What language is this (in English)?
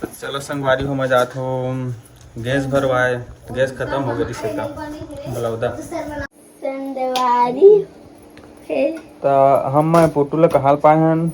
Chhattisgarhi